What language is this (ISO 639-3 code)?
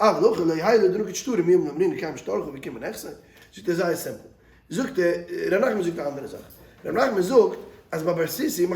yid